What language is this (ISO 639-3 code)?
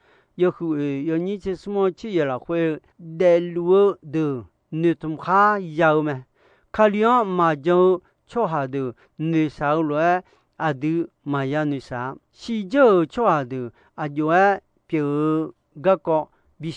ahk